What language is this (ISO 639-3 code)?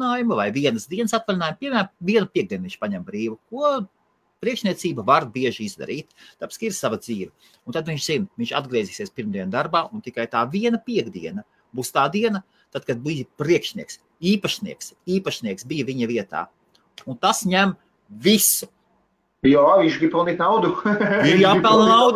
lav